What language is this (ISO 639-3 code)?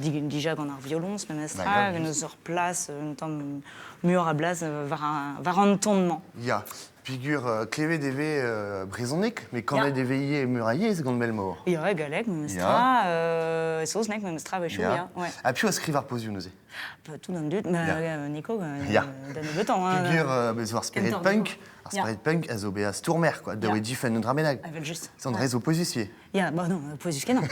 bre